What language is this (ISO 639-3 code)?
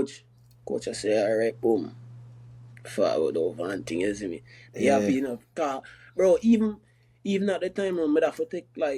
jam